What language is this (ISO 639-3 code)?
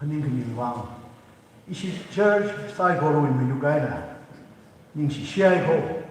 nmf